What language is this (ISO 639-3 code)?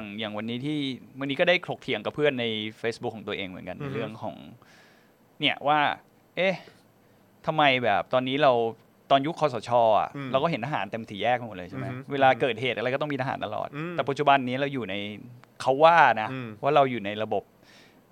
tha